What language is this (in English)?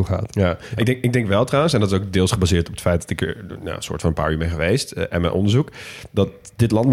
Dutch